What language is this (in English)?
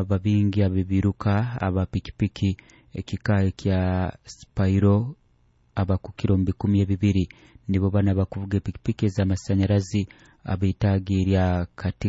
Nyoro